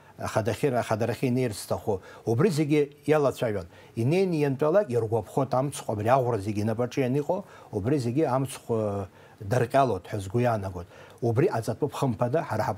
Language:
Abkhazian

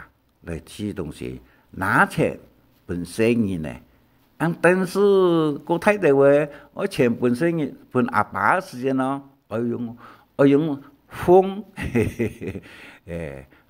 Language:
Hakka Chinese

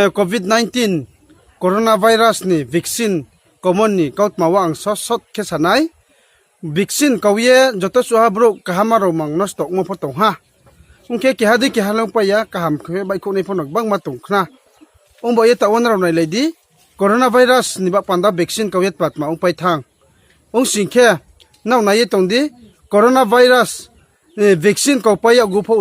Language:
Riang (India)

